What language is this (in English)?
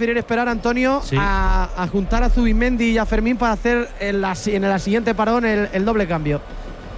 Spanish